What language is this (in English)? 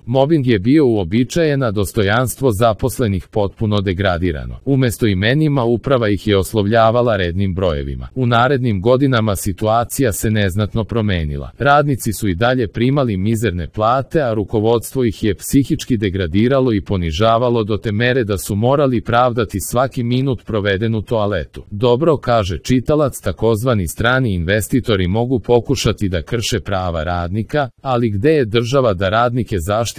Serbian